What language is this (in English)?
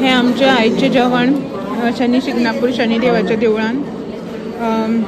Konkani